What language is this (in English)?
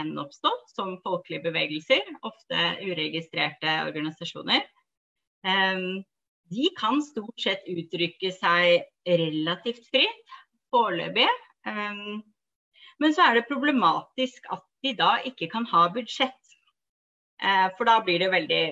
Norwegian